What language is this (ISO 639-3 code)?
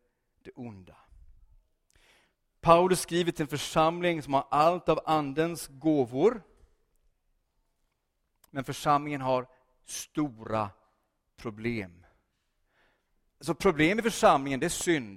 swe